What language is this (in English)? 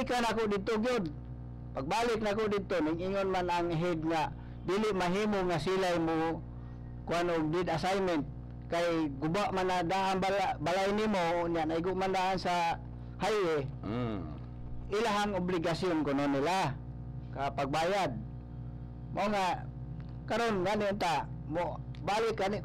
Cebuano